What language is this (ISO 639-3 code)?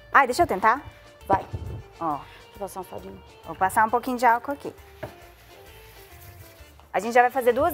por